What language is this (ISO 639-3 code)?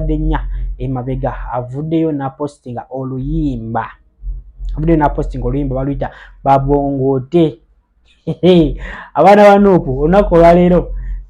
lug